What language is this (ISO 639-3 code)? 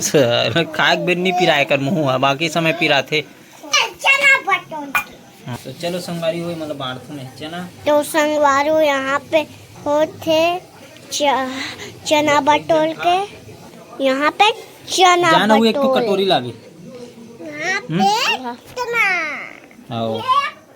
hne